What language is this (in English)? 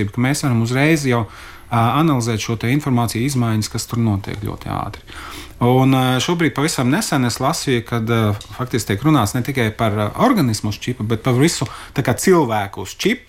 Latvian